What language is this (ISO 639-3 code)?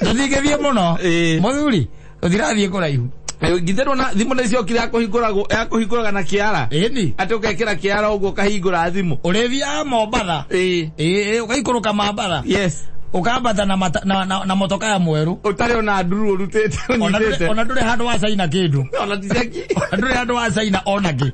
kik